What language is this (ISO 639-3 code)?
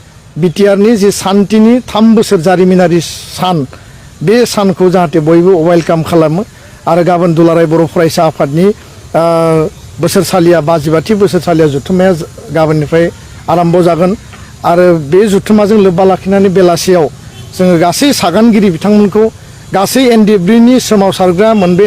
brx